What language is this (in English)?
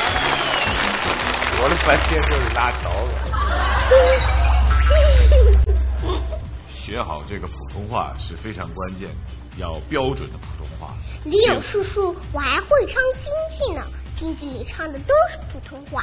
Chinese